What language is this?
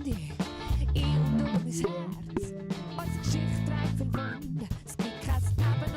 Swiss German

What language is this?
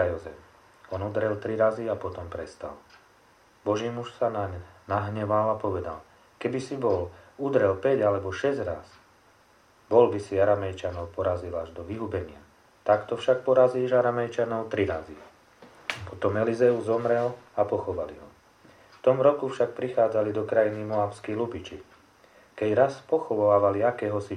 Slovak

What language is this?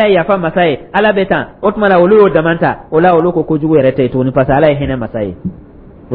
Dyula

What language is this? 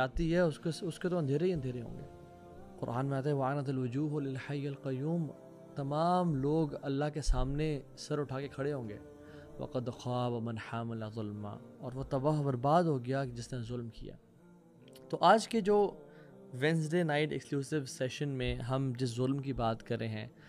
Urdu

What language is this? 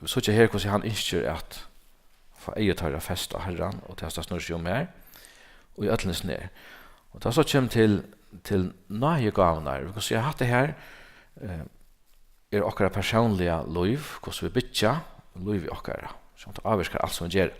Faroese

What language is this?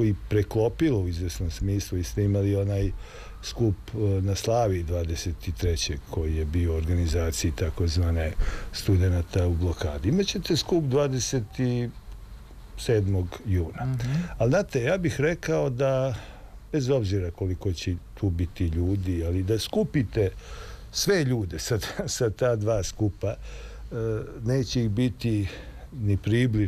Serbian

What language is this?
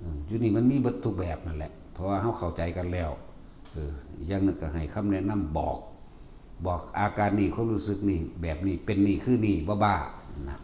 Northeastern Thai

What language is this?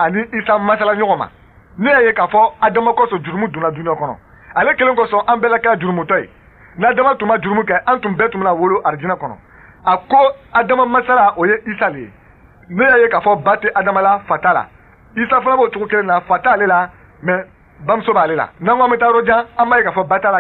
Bambara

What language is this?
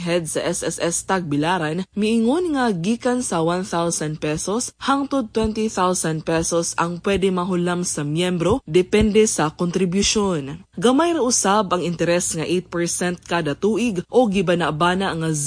Cebuano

